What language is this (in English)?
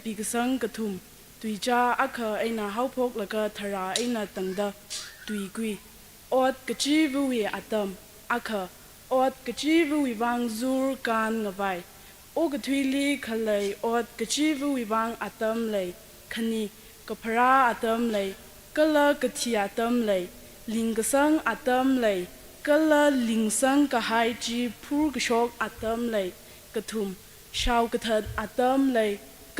Tangkhul Naga (India)